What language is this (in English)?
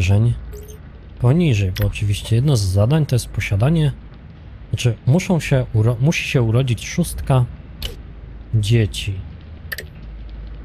Polish